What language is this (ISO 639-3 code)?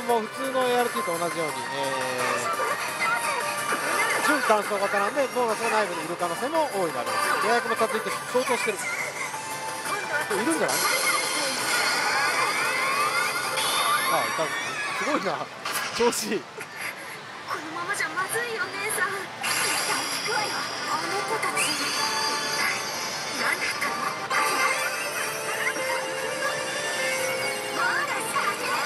jpn